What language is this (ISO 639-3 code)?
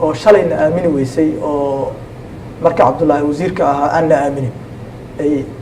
som